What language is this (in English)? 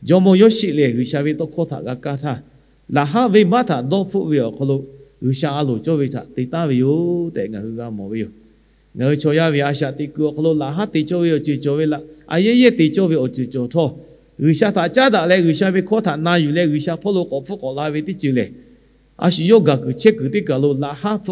Lahu